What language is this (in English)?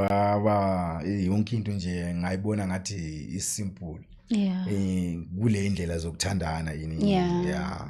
Zulu